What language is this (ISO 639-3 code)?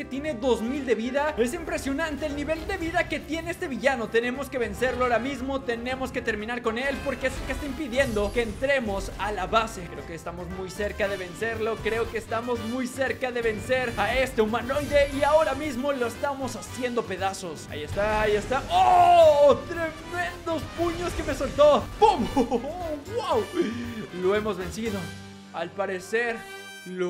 spa